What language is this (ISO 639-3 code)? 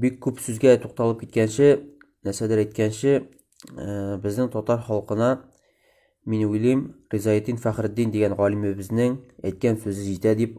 tat